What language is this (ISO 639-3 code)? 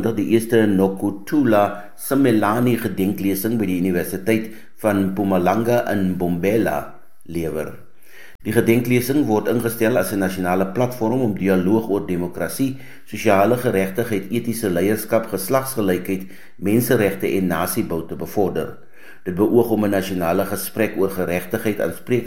afr